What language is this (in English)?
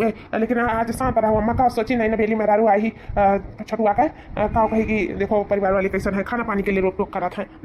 Awadhi